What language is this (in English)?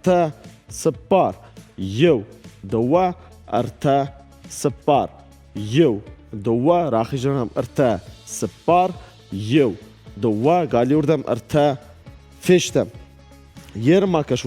Ossetic